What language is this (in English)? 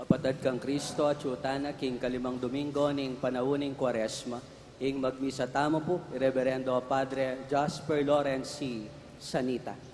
Pampanga